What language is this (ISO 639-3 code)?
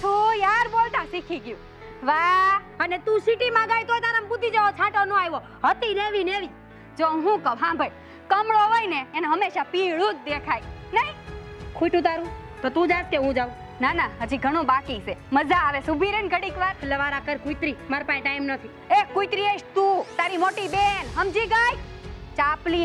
guj